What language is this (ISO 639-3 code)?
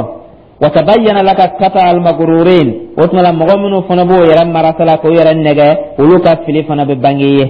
dyu